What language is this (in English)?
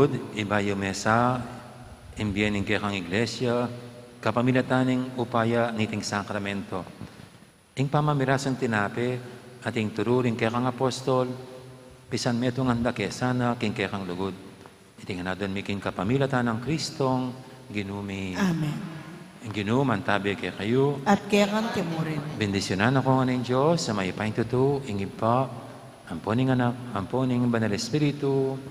Pampanga